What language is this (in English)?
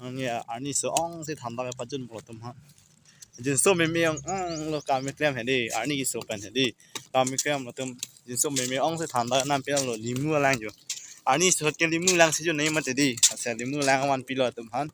Karbi